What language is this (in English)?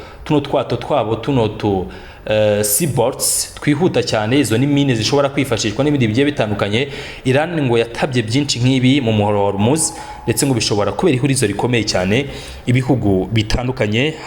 Kinyarwanda